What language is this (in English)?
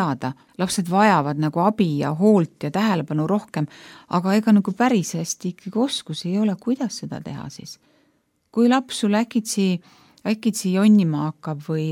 Estonian